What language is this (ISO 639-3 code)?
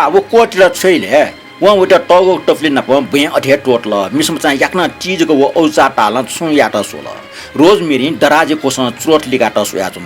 new